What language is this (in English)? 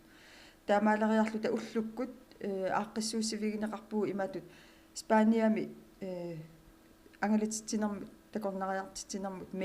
Kalaallisut